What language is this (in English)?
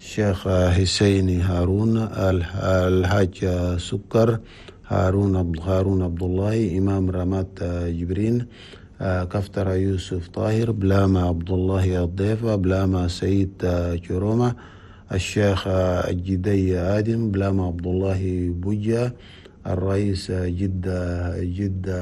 Chadian Arabic